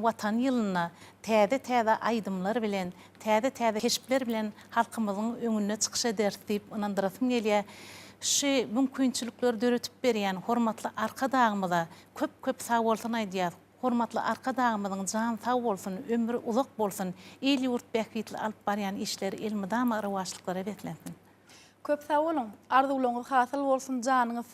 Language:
Turkmen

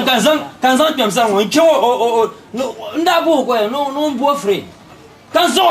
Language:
Dagbani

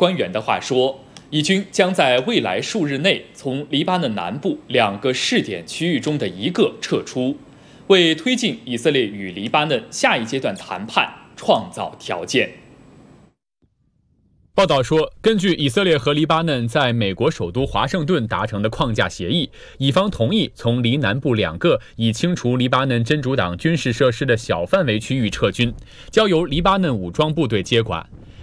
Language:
Chinese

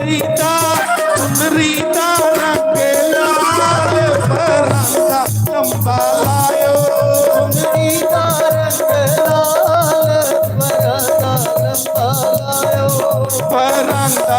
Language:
Dogri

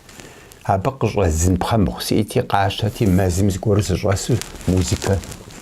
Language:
Kabardian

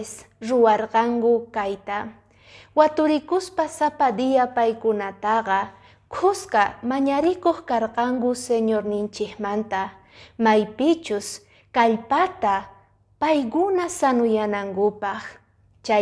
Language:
Quechua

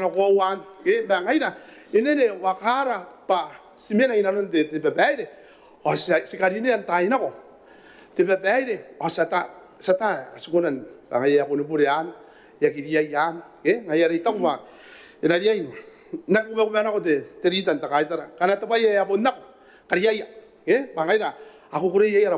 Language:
Gilbertese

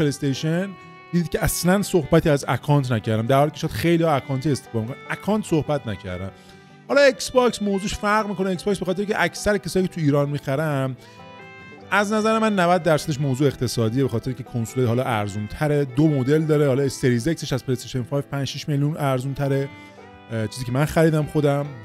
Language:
Persian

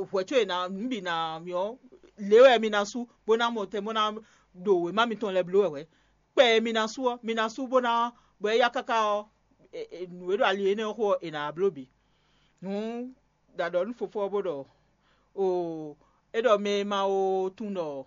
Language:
Fon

